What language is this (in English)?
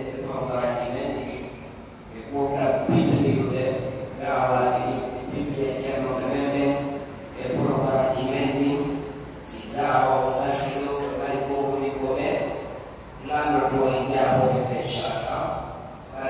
Pular